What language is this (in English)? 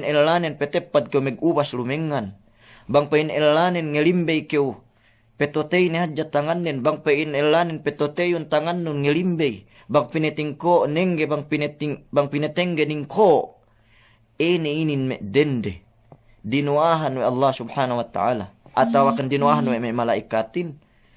Yakan